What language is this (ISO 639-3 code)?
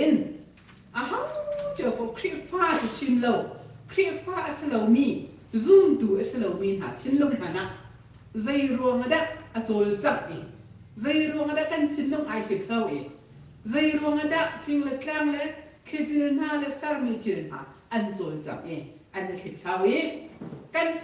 cnh